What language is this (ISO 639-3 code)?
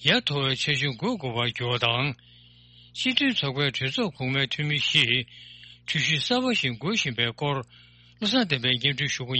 bod